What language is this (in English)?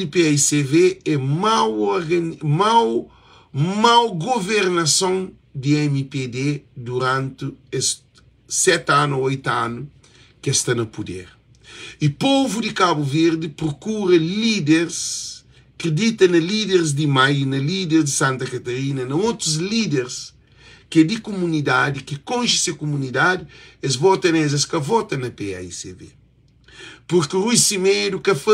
Kabuverdianu